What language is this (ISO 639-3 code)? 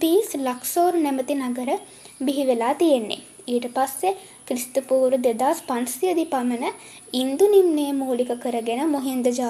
sin